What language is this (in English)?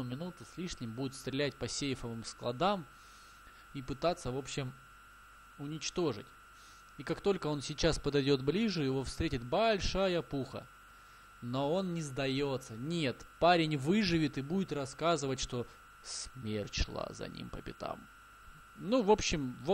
Russian